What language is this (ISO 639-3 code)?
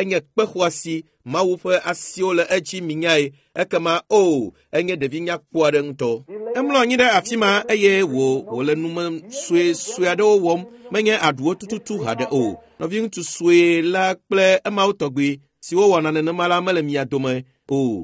ewe